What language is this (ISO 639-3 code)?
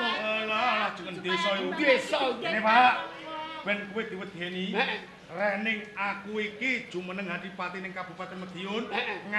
jav